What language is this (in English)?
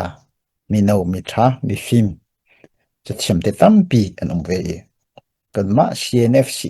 Hakha Chin